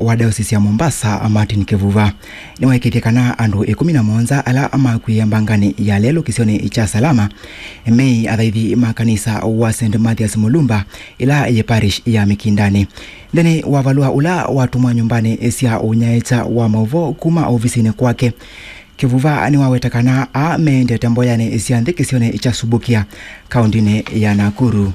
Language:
Kamba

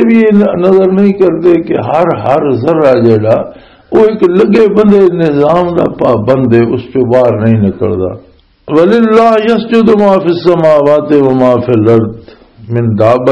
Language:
Western Panjabi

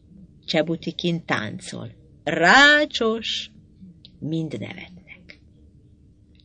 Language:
Hungarian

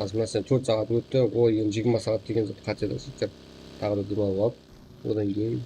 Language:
Kara-Kalpak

